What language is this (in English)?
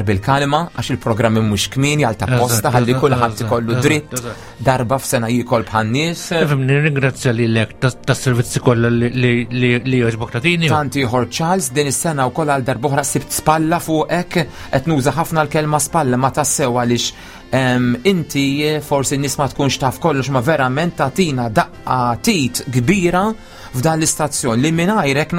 Maltese